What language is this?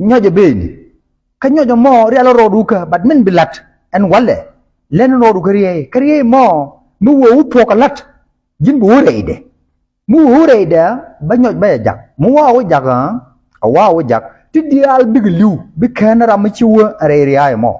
Nuer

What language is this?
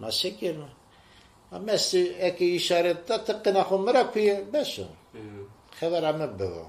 Zaza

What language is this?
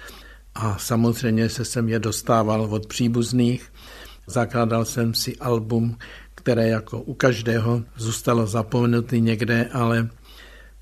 Czech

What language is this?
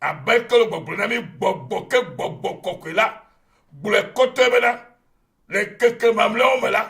Ewe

